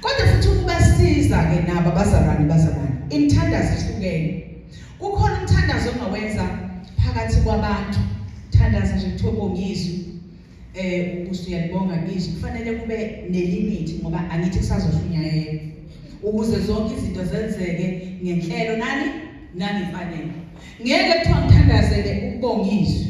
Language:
Zulu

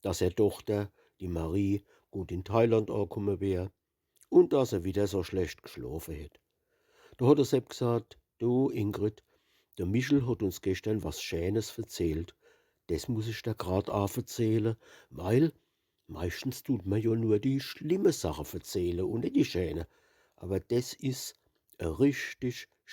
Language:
Palatine German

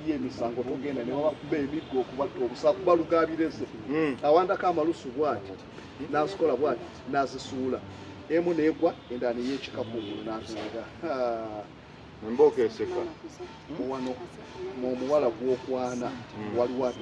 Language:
Ganda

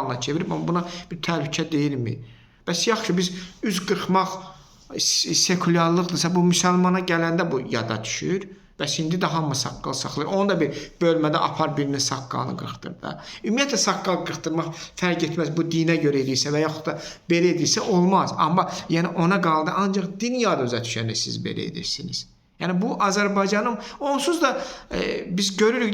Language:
Azerbaijani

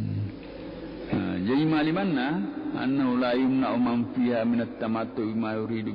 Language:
Buginese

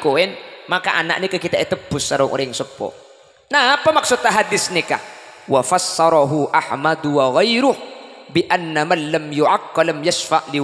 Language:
Madurese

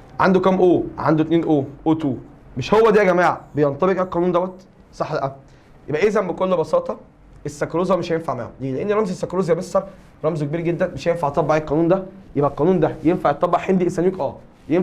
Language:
Egyptian Arabic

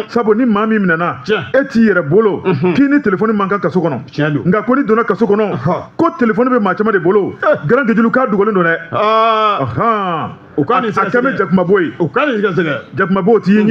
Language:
Bambara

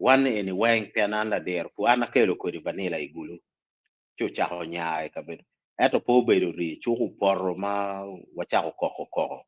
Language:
Acoli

